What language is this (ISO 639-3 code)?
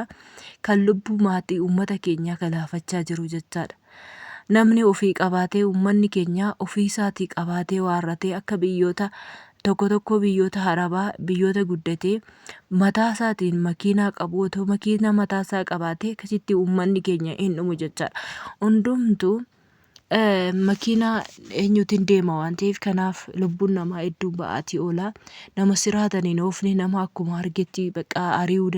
orm